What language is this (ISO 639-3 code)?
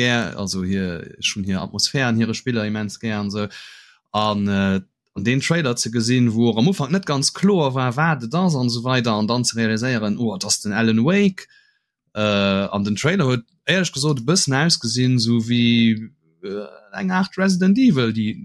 ltz